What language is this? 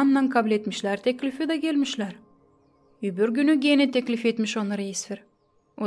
Gagauz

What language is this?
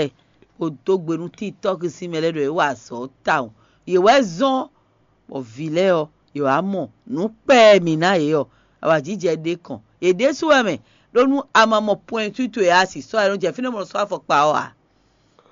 Fon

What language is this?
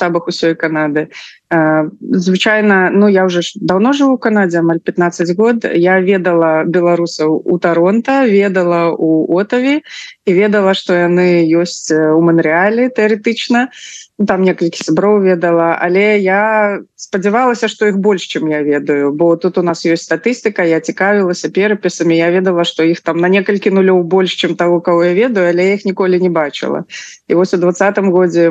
Belarusian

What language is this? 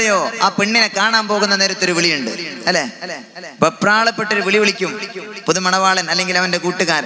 Malayalam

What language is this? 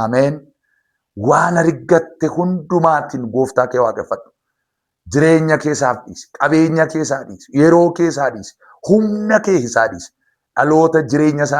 Oromo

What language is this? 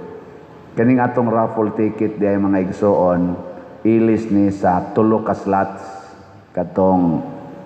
Cebuano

